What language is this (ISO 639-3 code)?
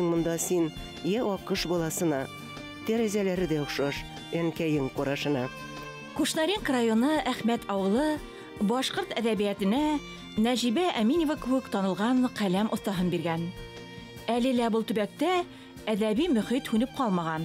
bak